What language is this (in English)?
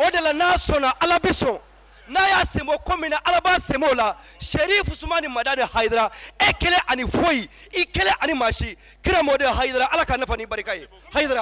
Bambara